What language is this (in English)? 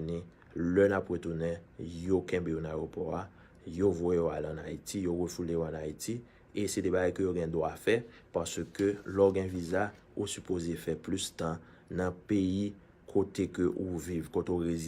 Haitian Creole